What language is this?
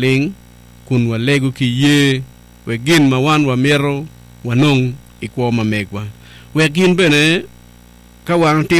Acoli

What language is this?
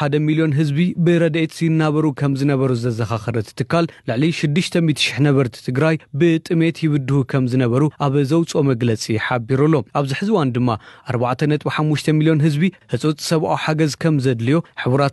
Tigrinya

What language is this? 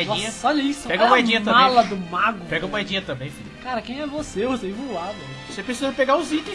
Portuguese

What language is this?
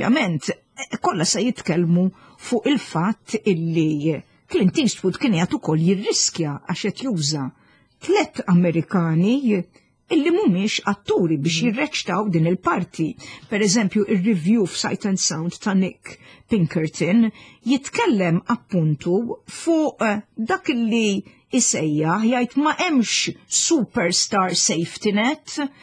Maltese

